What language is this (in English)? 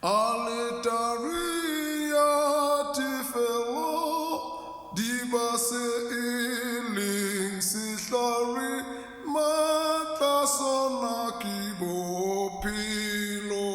Southern Sotho